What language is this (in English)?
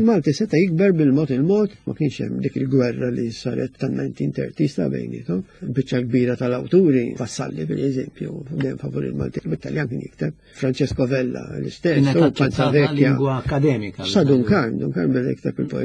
Maltese